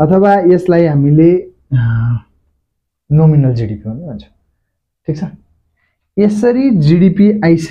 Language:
Nepali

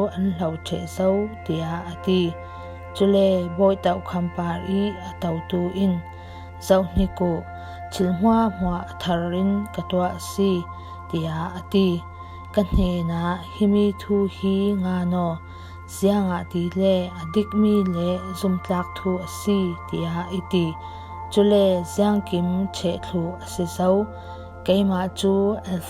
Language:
Falam Chin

